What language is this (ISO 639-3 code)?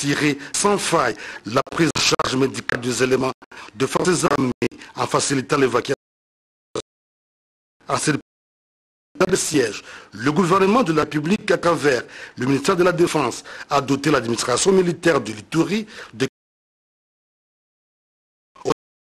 fra